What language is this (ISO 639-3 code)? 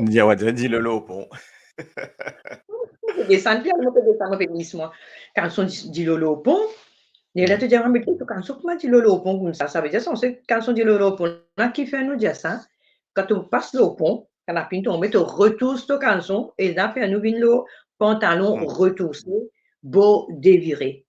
mfe